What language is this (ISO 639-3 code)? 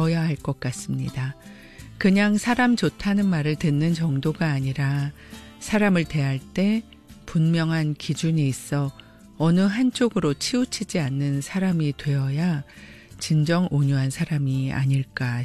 kor